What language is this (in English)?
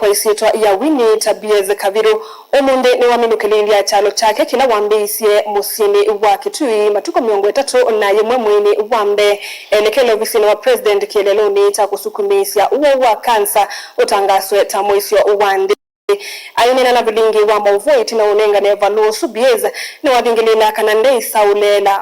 Kamba